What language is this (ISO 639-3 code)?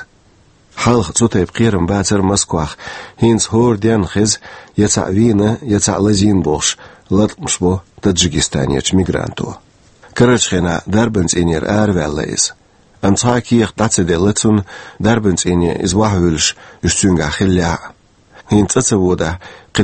che